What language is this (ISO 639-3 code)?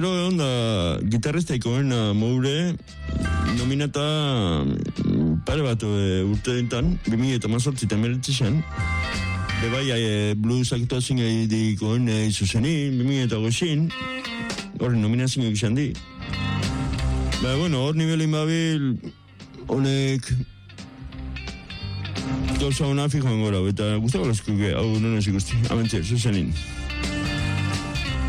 eus